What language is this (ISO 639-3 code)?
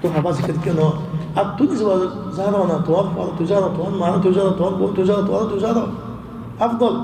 rhg